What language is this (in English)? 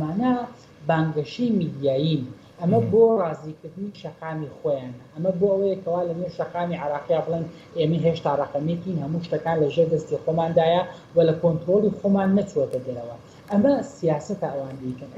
Central Kurdish